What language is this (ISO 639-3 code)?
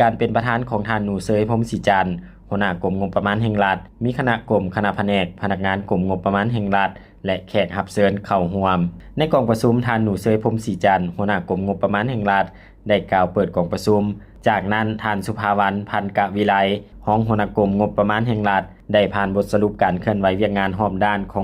lao